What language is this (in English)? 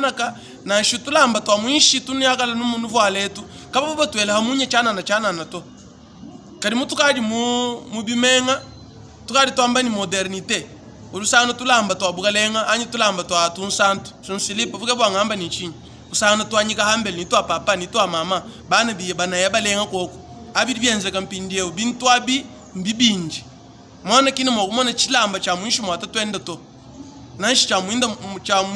Luba-Lulua